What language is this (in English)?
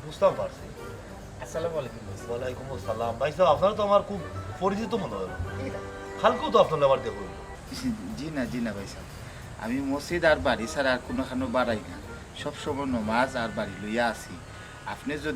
Sylheti